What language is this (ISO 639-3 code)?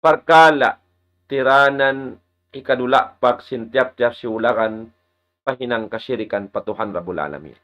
tsg